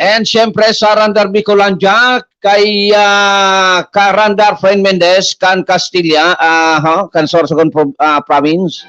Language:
Bikol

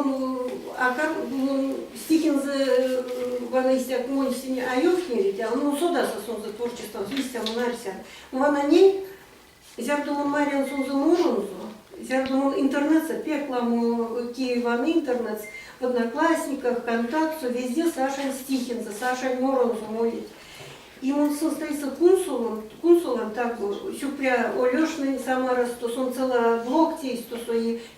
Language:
Erzya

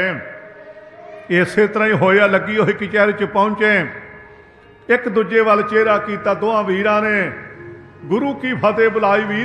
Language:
Punjabi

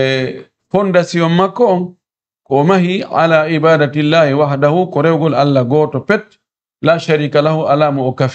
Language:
Fula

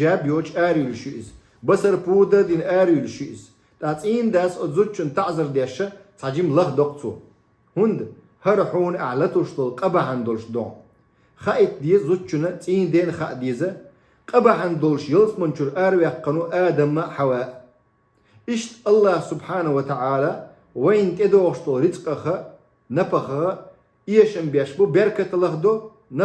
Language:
Chechen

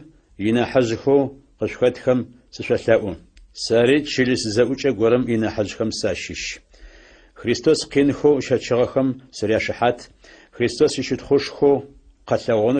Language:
Adyghe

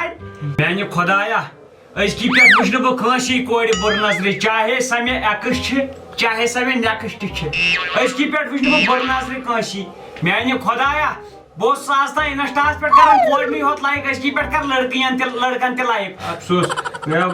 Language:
Kashmiri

